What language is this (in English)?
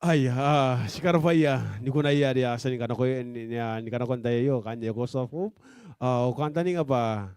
Gilbertese